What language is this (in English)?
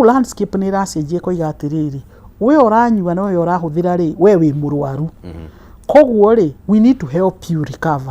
Kikuyu